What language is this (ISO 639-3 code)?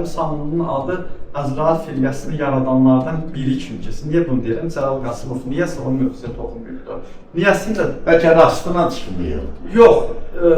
aze